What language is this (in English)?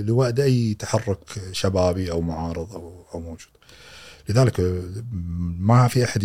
Gulf Arabic